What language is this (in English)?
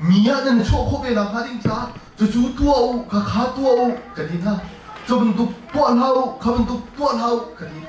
Hakha Chin